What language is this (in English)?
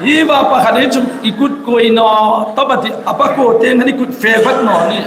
Hmar